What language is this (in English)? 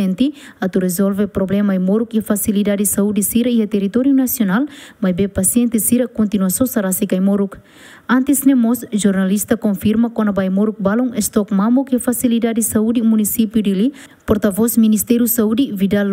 Tetum